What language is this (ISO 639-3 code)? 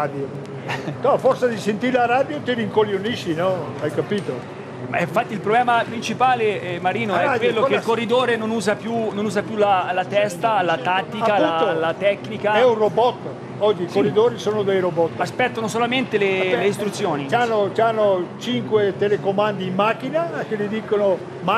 ita